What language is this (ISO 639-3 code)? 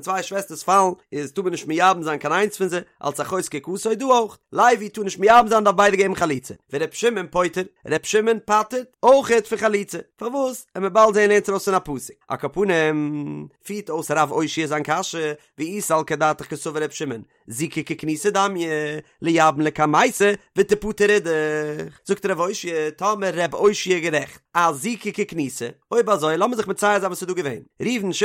yid